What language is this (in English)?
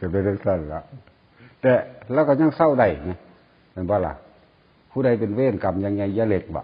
Northeastern Thai